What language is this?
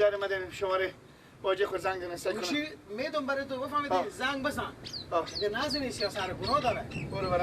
Persian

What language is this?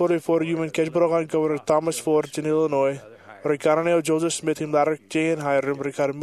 Marshallese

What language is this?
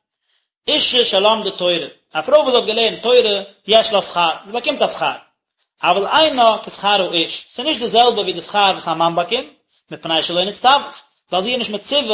Yiddish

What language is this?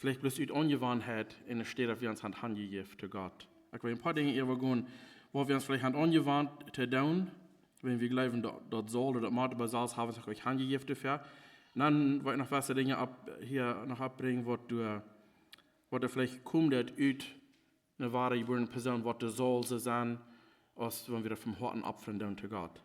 Plautdietsch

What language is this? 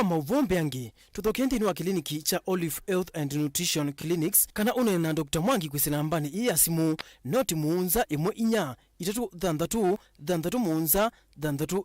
Kamba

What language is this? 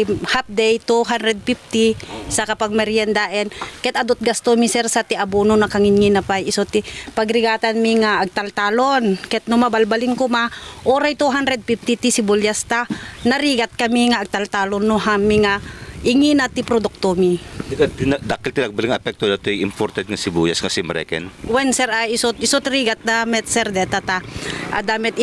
Iloko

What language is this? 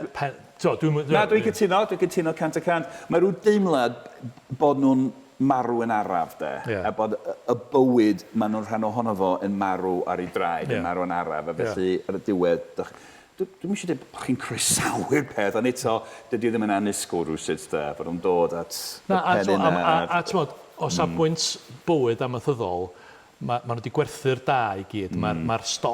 Welsh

